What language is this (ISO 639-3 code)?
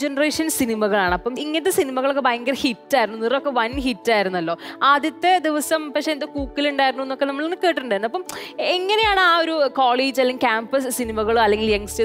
mal